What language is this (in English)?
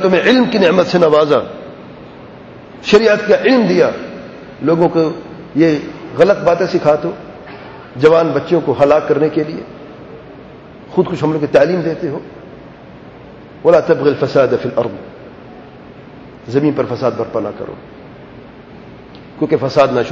Urdu